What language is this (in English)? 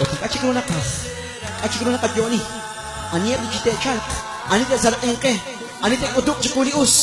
Kekchí